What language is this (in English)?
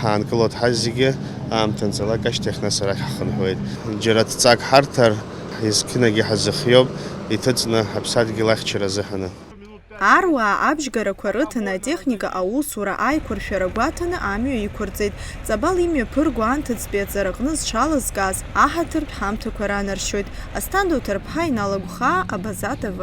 Abkhazian